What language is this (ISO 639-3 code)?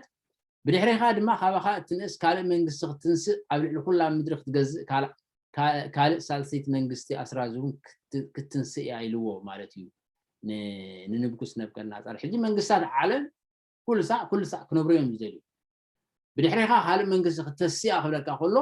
tir